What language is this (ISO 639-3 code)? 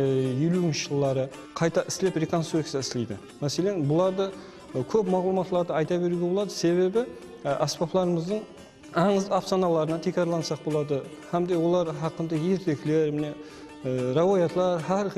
kaa